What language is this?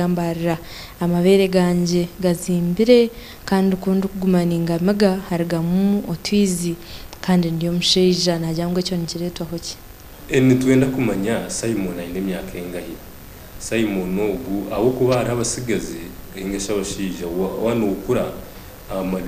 Nyankole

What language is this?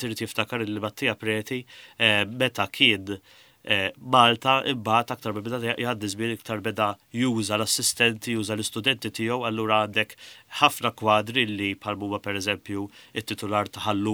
Maltese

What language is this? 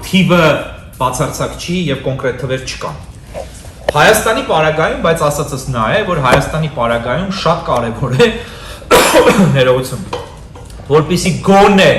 Western Armenian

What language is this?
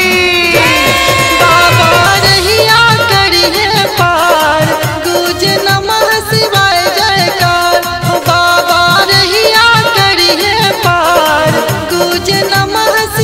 Bhojpuri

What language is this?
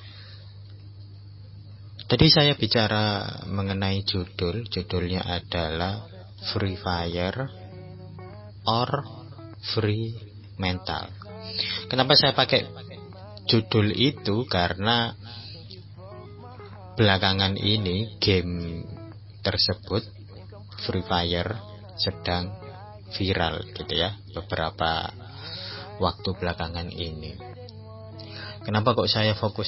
Indonesian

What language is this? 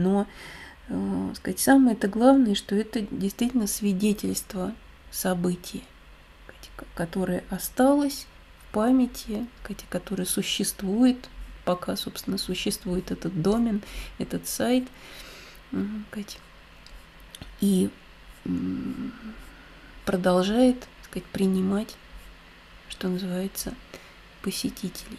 Russian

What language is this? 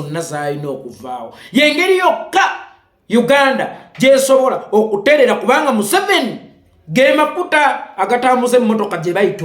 Ganda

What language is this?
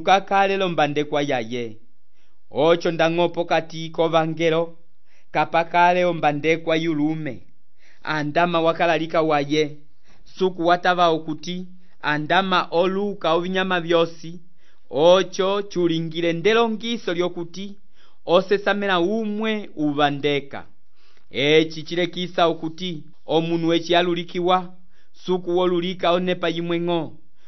Umbundu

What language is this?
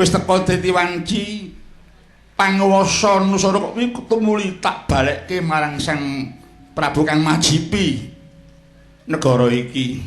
Javanese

